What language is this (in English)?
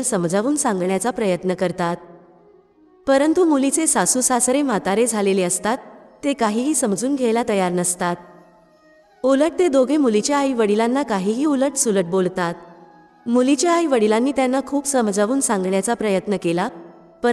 Marathi